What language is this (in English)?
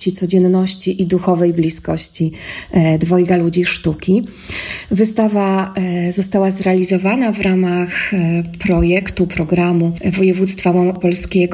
Polish